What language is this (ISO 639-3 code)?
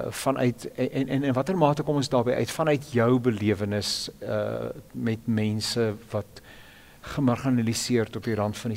afr